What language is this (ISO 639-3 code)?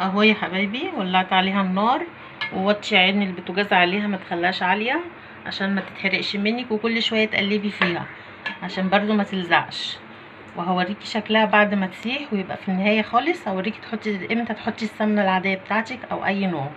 arz